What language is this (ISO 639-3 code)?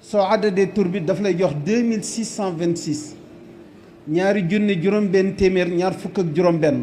wol